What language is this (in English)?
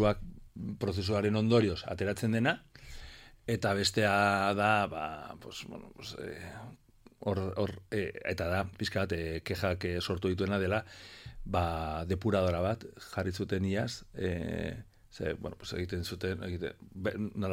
Basque